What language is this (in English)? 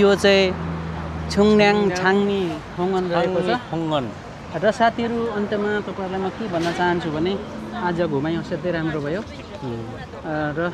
Nepali